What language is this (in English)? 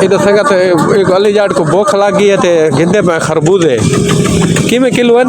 Saraiki